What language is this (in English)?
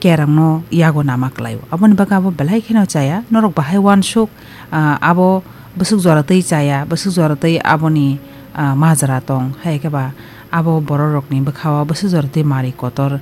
Kok Borok